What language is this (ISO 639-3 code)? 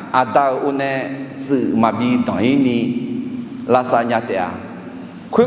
ahk